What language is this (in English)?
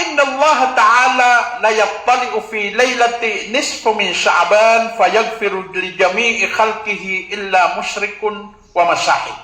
Maranao